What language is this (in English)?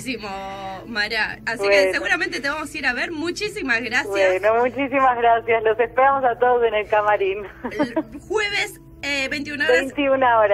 Spanish